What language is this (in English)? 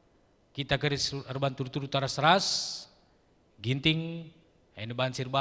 Batak Karo